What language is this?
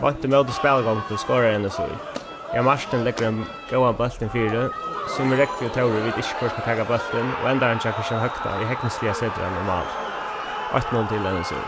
Faroese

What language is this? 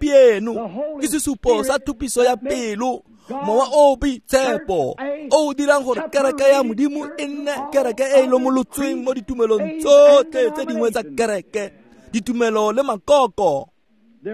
Tswana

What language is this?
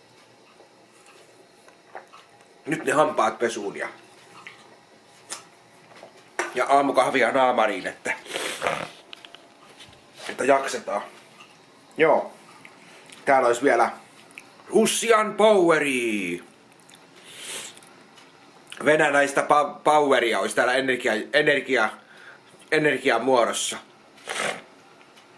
Finnish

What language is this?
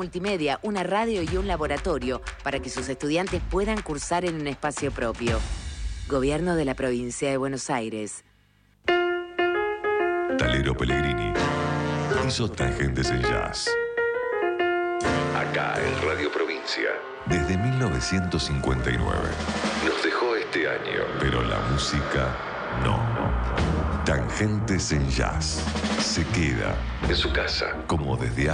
Spanish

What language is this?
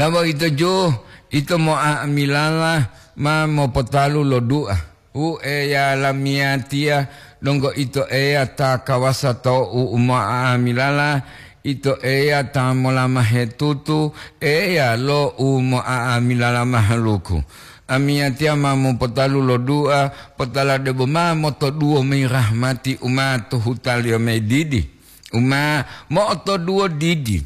Gorontalo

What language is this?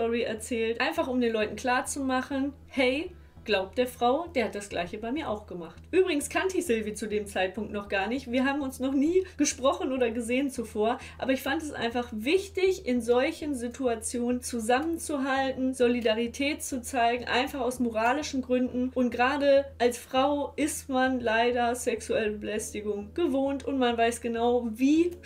German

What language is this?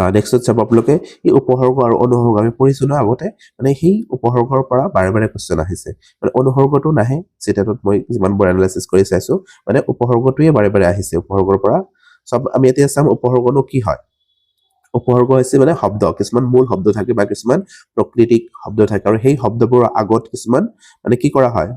Assamese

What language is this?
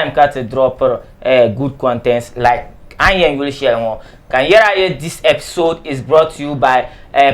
Dagbani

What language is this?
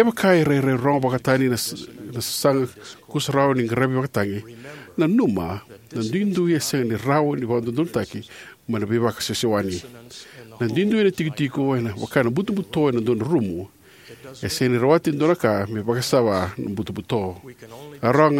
Fijian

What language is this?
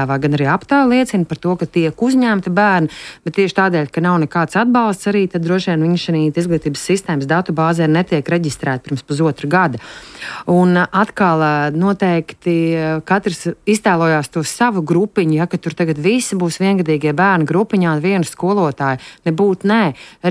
Latvian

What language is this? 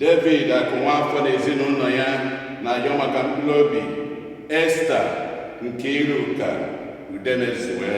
Igbo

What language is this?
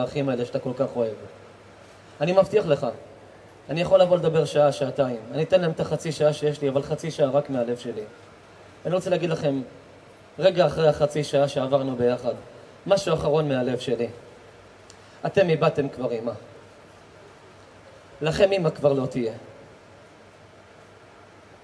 Hebrew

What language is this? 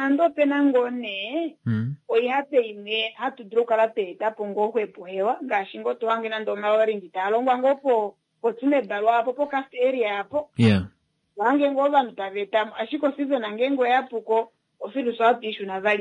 Kuanyama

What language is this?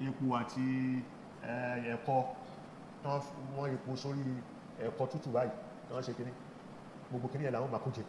Yoruba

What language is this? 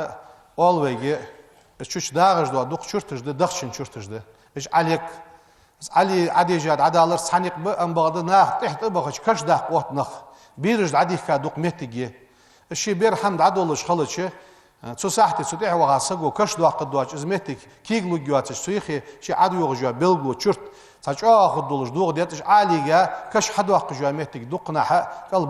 Ingush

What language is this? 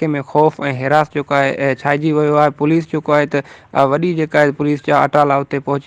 Sindhi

